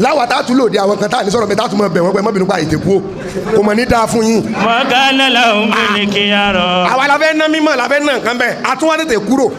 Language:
Yoruba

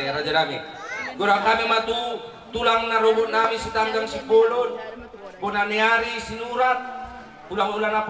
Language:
Batak Toba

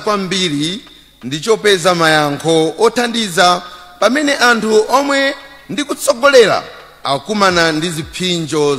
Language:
Nyanja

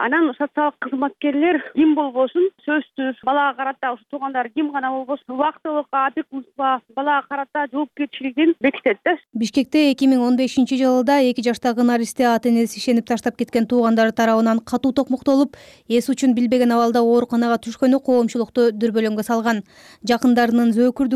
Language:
Kyrgyz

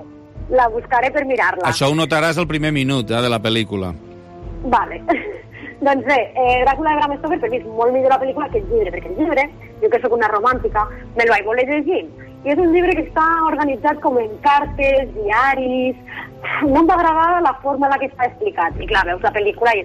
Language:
Catalan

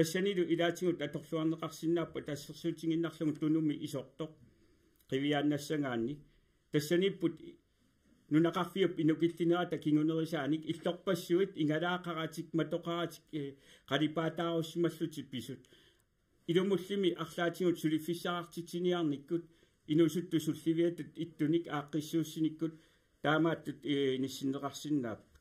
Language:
Kalaallisut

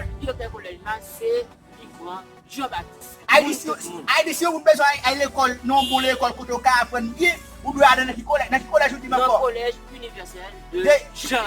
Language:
Haitian Creole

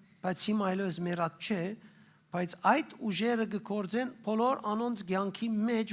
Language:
Western Armenian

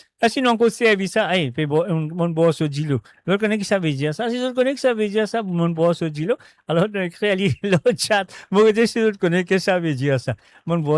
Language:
Morisyen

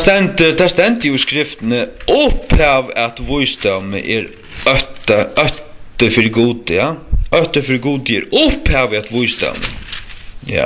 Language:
Faroese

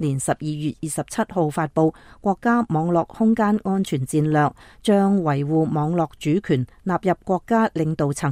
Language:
Cantonese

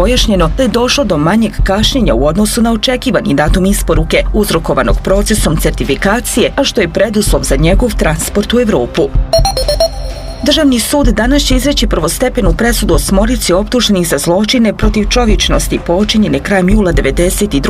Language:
Bosnian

